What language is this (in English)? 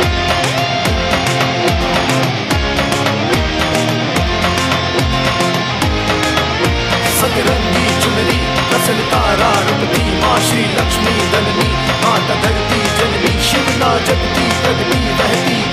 Gujarati